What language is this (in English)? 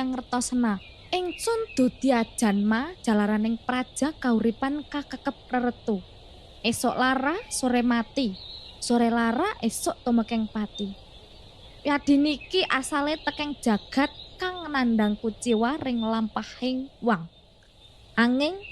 Javanese